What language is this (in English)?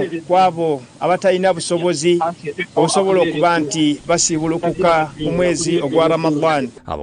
Ganda